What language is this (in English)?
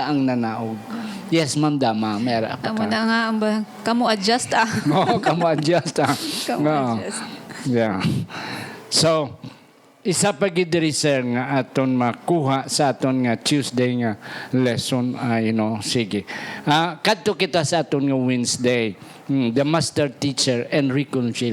Hiligaynon